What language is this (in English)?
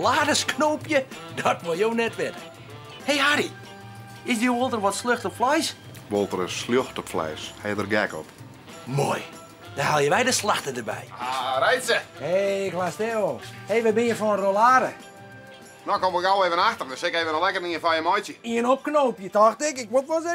Western Frisian